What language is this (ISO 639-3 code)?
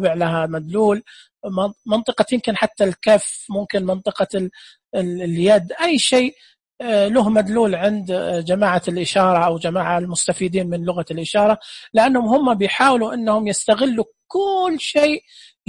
ars